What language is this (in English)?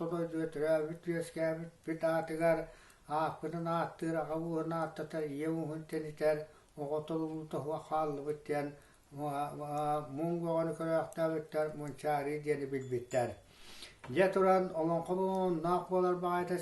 Yakut